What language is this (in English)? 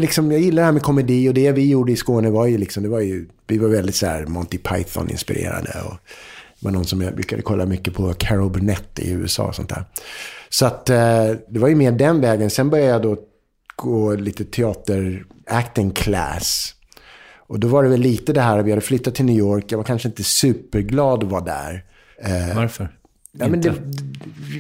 Swedish